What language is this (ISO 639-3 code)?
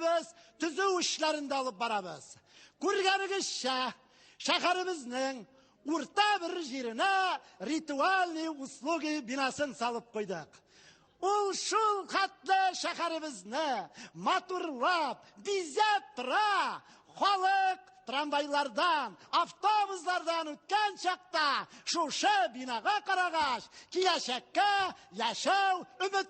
tat